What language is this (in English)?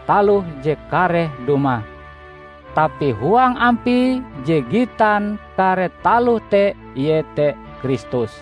Ngaju